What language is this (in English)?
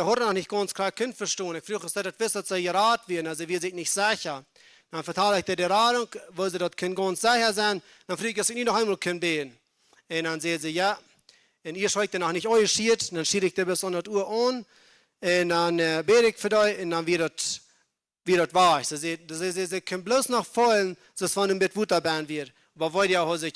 Plautdietsch